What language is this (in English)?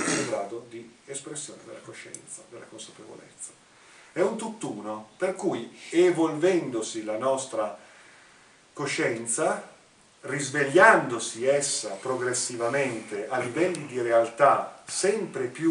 Italian